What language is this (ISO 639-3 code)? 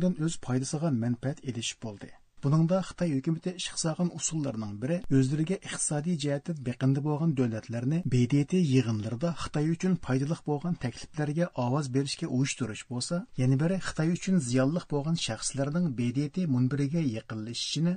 uig